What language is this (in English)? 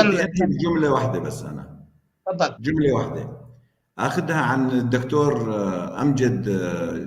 North Levantine Arabic